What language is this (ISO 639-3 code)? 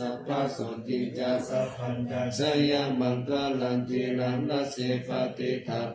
pli